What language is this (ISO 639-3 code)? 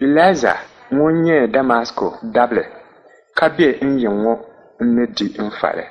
dag